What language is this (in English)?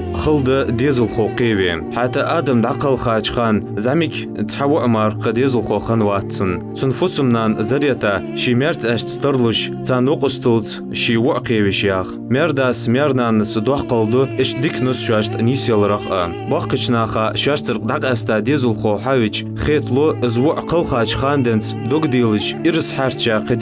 Ingush